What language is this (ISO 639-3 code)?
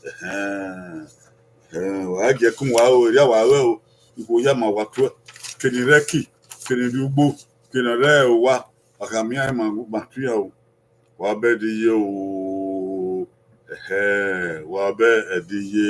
bin